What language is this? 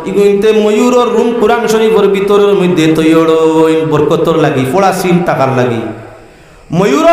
Sylheti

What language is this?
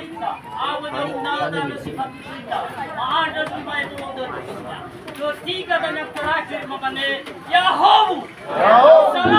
Nias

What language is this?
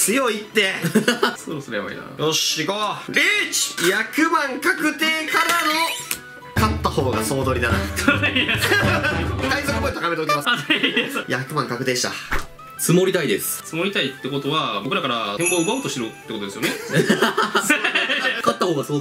Japanese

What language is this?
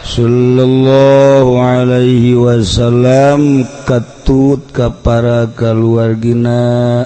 Sundanese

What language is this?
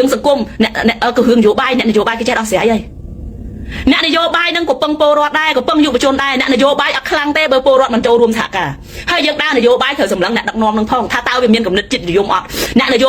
Khmer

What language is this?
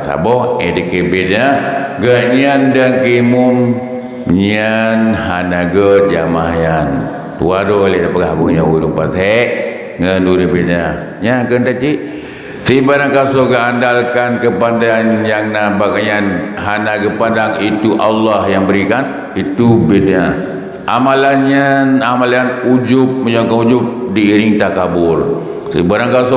Achinese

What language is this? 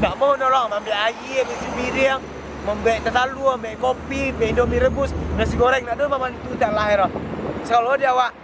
Minangkabau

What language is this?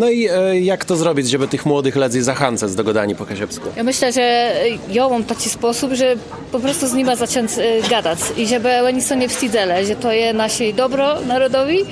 Kashubian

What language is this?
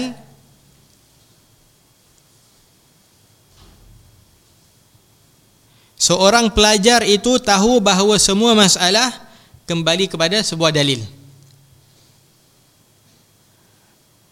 Malay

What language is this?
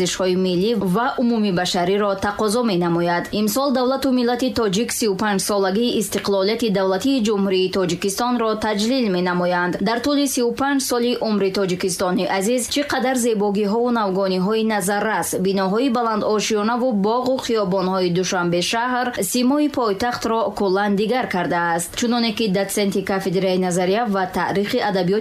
Tajik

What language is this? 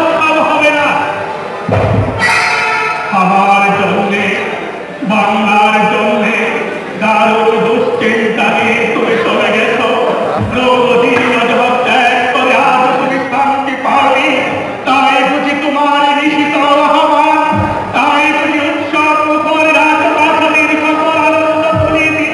Bangla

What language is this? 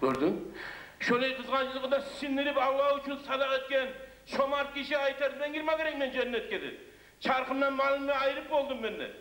Kumyk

